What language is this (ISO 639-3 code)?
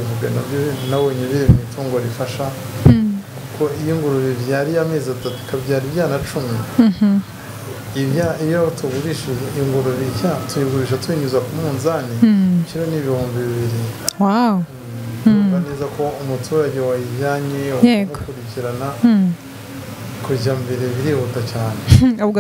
kin